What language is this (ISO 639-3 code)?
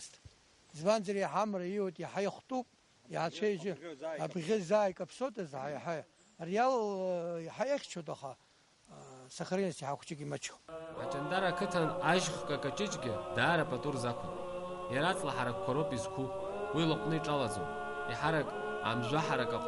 abk